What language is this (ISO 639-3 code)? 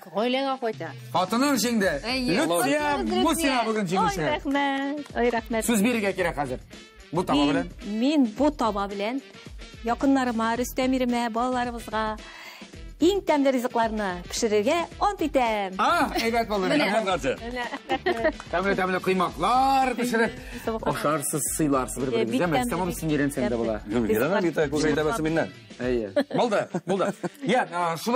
tat